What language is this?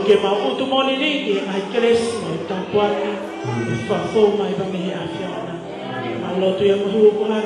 Tongan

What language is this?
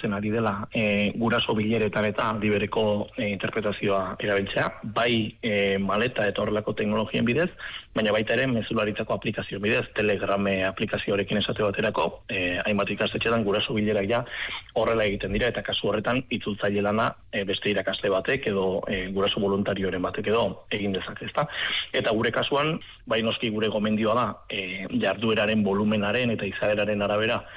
Basque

